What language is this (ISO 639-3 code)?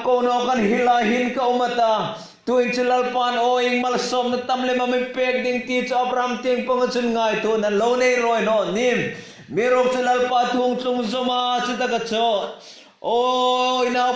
hmr